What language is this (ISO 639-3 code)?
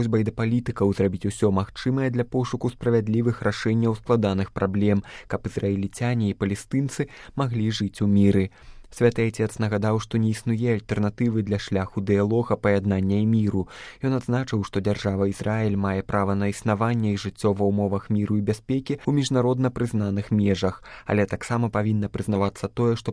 bel